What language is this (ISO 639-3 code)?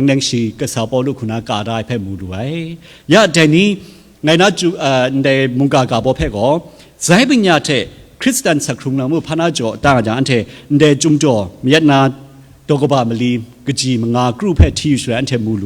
kac